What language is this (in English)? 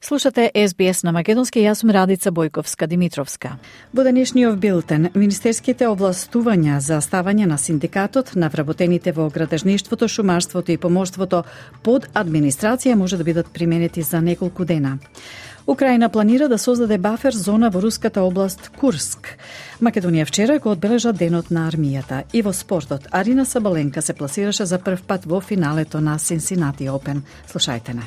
Macedonian